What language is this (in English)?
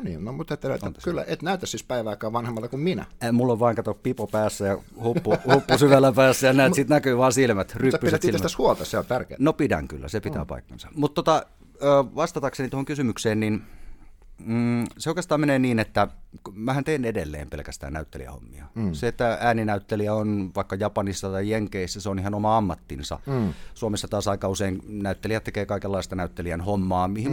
Finnish